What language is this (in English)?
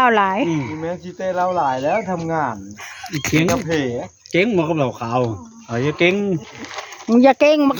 Northeastern Thai